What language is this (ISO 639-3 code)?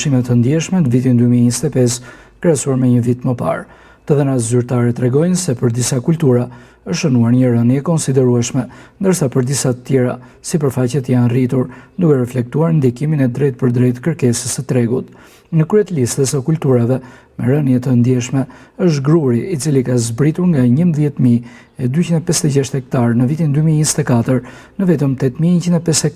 sqi